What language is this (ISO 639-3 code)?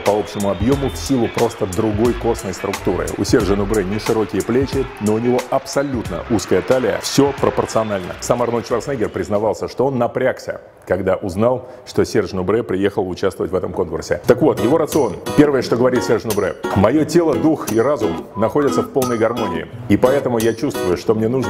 rus